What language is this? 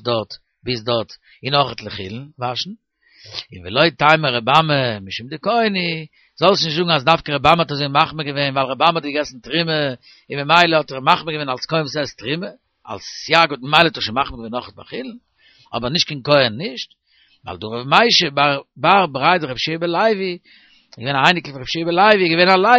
Yiddish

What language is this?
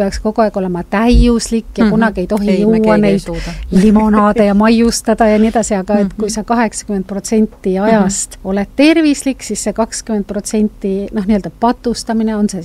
Estonian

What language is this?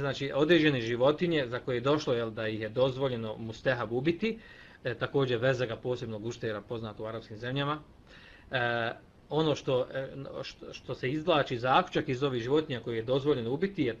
Bosnian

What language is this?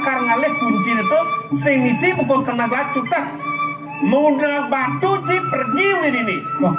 Balinese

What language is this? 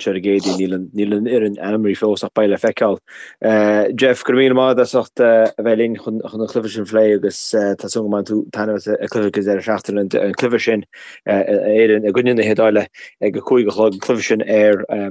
Irish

